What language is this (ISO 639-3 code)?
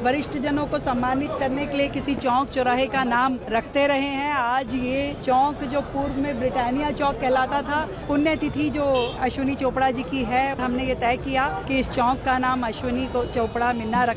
hin